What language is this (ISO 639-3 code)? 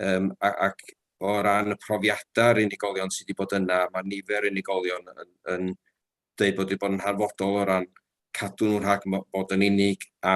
cym